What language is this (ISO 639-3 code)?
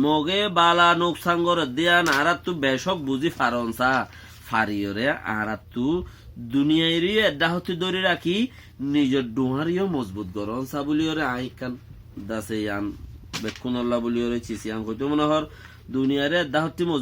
rhg